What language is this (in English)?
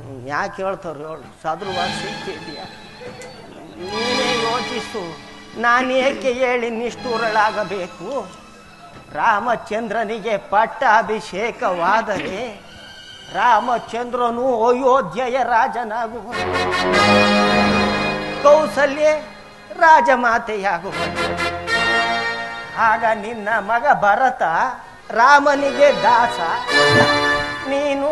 Kannada